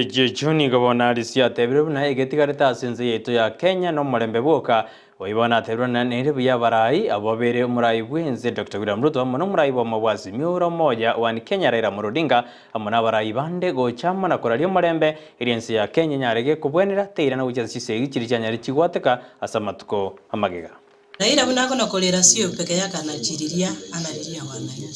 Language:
Gusii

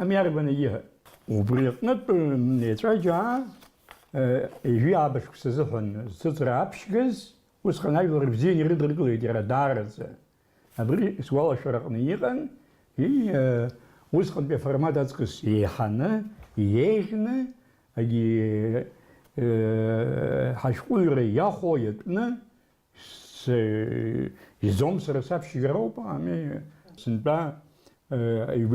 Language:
Abkhazian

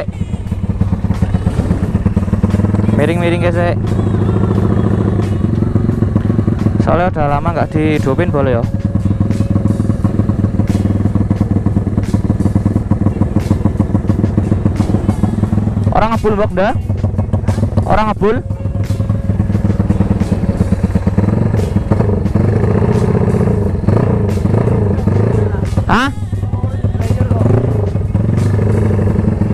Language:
Indonesian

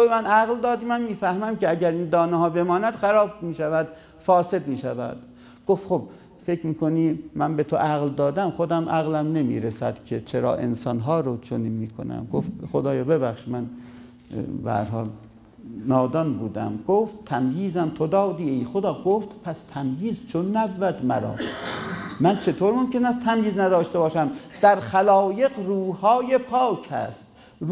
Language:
Persian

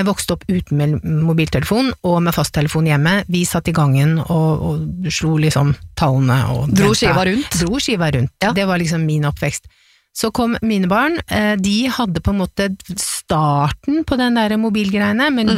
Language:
Norwegian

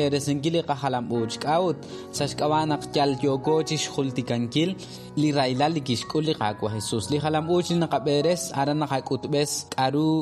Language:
Kekchí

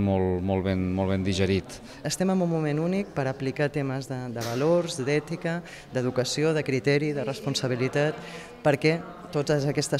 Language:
Catalan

